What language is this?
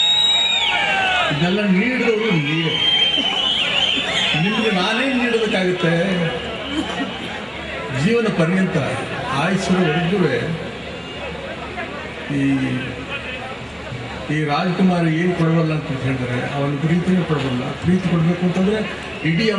Kannada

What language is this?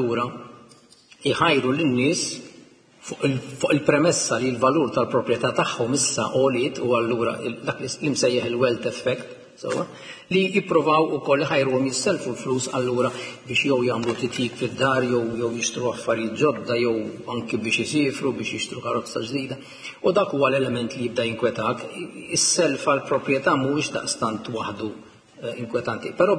Maltese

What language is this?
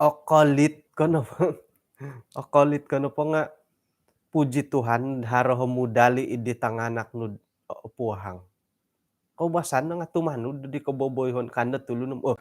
Central Dusun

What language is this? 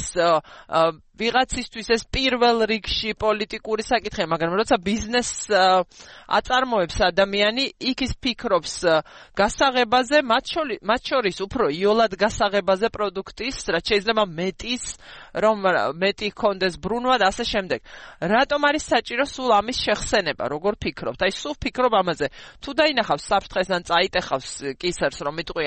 Georgian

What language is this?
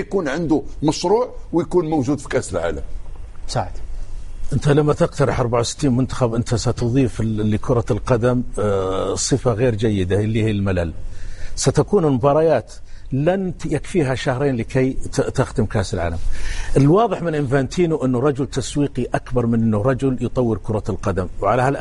Arabic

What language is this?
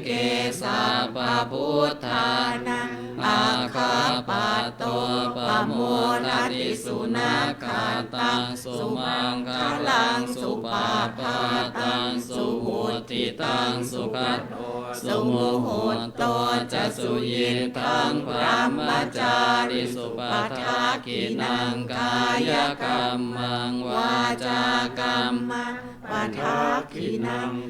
Pali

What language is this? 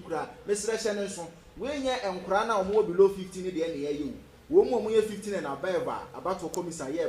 Akan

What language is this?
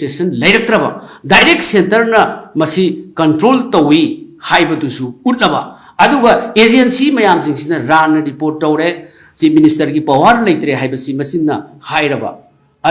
Manipuri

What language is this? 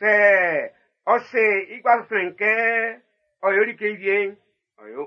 Baoulé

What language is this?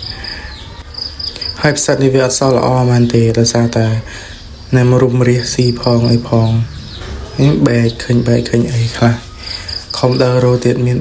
Khmer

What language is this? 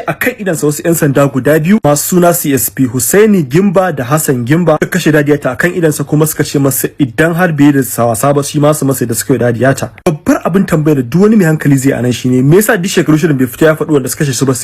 Hausa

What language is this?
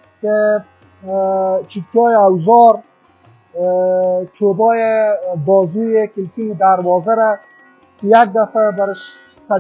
Persian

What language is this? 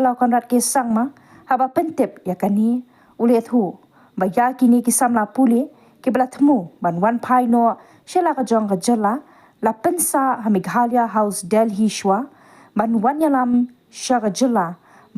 Khasi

